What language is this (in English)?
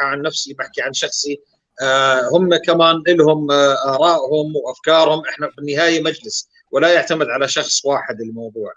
North Levantine Arabic